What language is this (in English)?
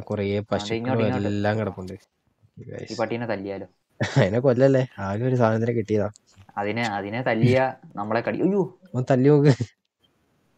Malayalam